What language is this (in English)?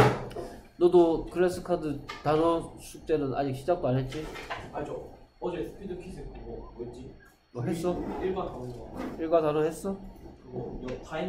Korean